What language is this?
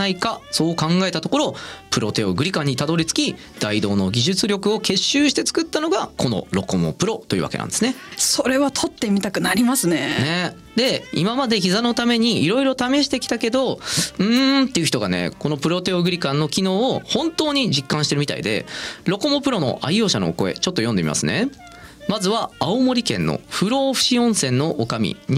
Japanese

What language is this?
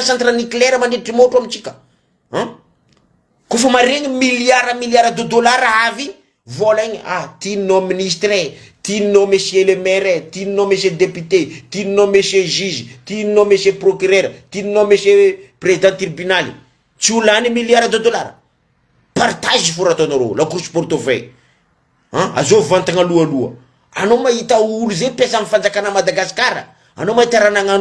Malagasy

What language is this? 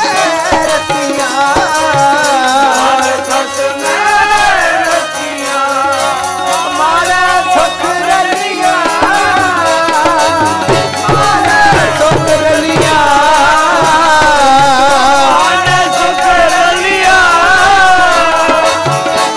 Punjabi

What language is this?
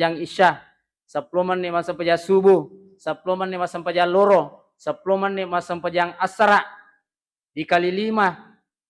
Buginese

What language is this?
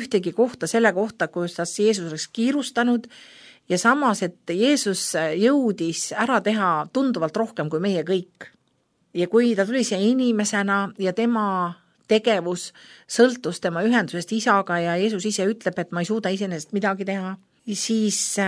Estonian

